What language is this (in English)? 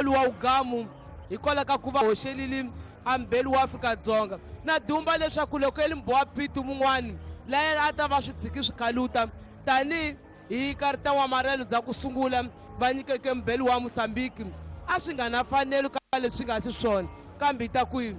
Tsonga